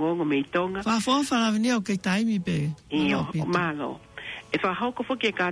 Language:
Tongan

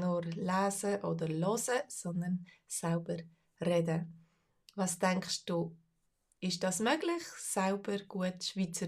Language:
Swiss German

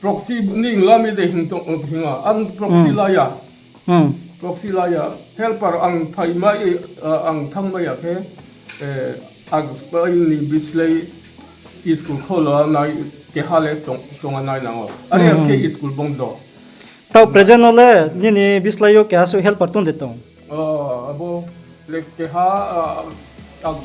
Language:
Riang (India)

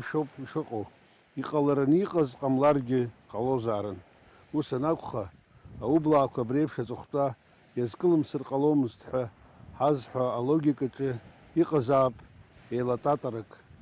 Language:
Abkhazian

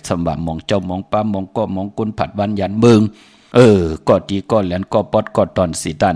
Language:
Shan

